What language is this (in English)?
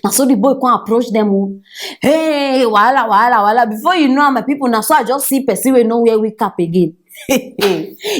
Nigerian Pidgin